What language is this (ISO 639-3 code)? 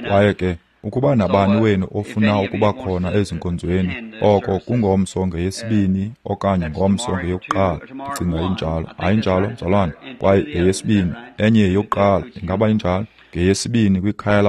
xho